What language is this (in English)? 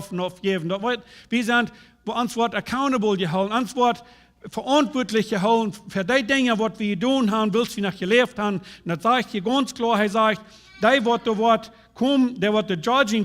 Plautdietsch